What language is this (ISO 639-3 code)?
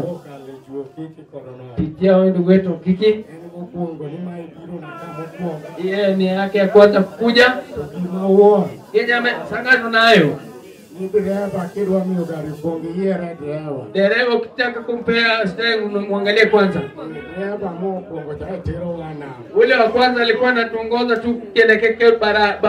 luo